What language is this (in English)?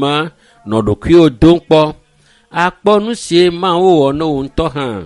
Ewe